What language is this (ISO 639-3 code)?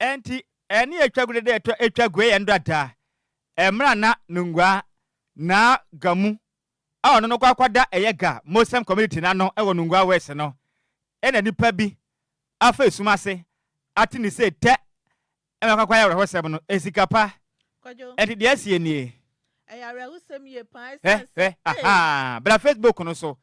aka